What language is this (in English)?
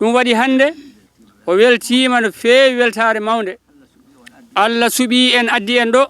Fula